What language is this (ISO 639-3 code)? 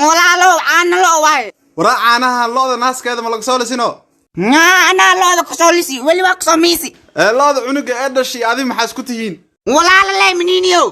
som